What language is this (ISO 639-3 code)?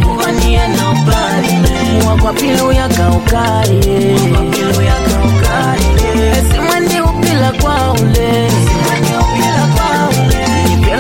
loz